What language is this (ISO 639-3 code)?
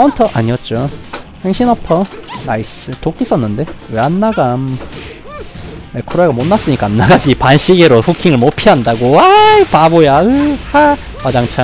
kor